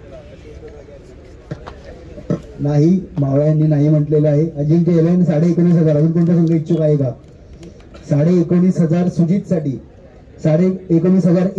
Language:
Marathi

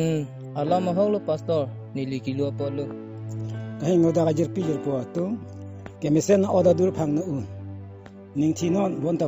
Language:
Karbi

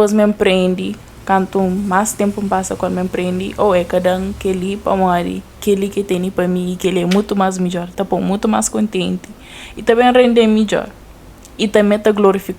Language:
Kabuverdianu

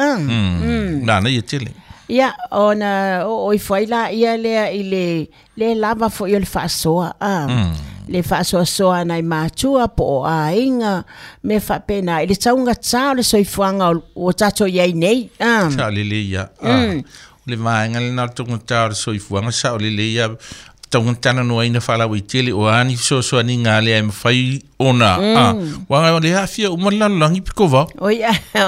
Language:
Samoan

